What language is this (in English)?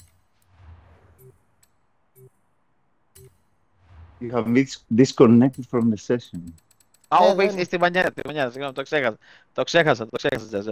Greek